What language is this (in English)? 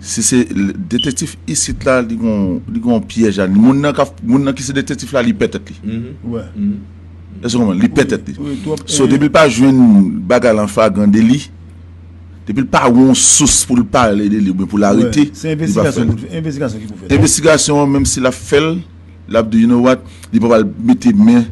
Haitian Creole